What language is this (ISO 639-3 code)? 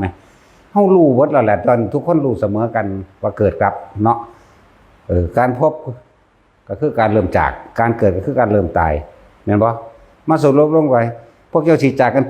tts